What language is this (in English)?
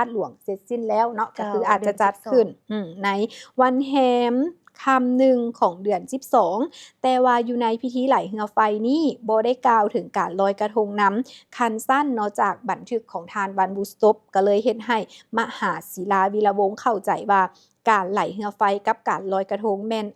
Lao